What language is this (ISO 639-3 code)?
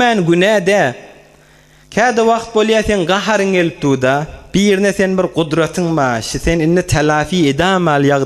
tuk